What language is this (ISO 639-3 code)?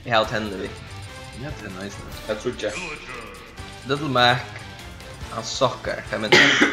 fao